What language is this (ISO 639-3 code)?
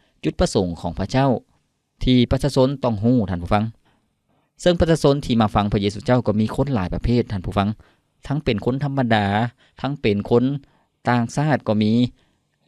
lao